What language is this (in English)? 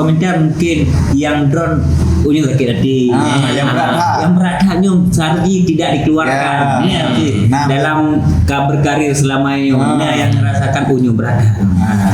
Achinese